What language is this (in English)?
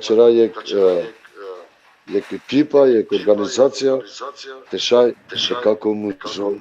Balkan Romani